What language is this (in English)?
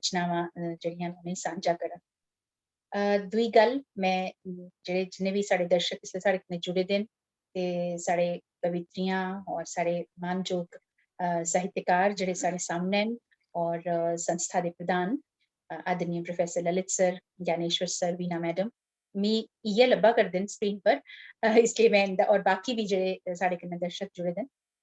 Dogri